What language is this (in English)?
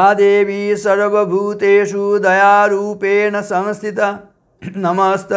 Sanskrit